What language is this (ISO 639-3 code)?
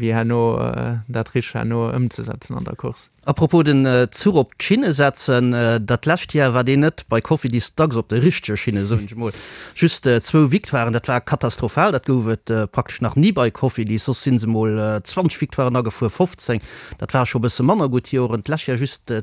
ltz